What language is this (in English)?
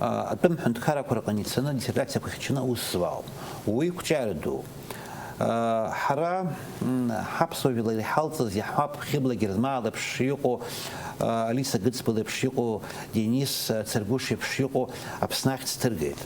Abkhazian